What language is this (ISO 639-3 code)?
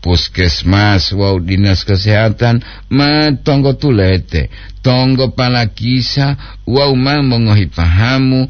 gor